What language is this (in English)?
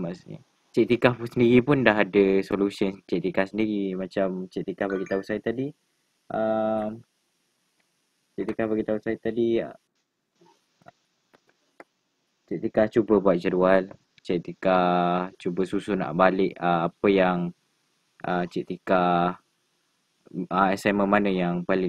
Malay